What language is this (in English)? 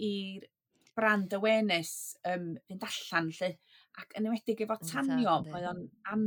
Welsh